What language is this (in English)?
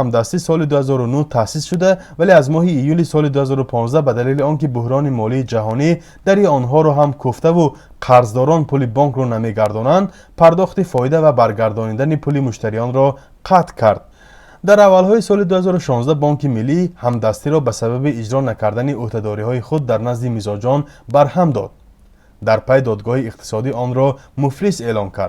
Tajik